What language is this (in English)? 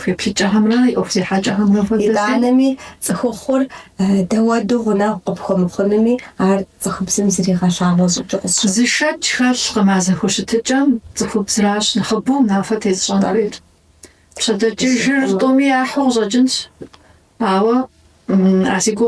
Kabardian